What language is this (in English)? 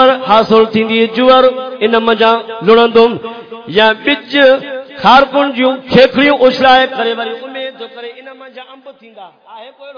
Saraiki